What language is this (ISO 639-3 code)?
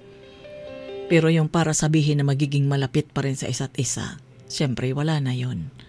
fil